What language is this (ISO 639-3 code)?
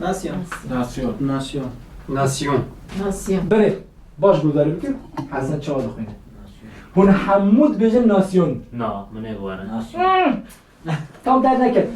kur